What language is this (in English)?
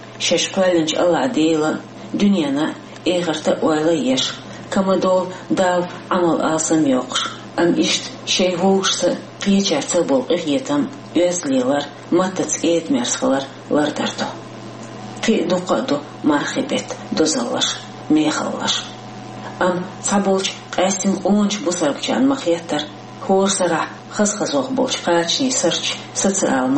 Chechen